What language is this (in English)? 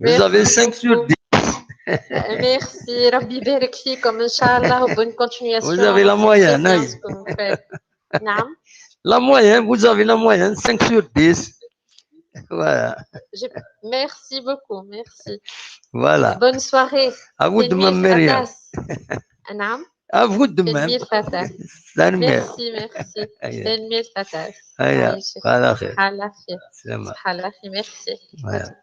Kabyle